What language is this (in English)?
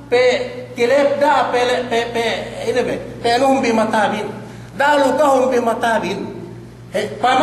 Yakan